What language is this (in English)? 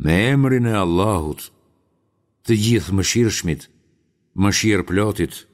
Albanian